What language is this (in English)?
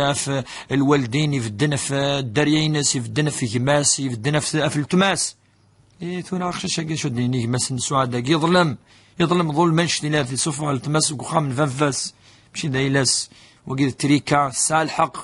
Kabyle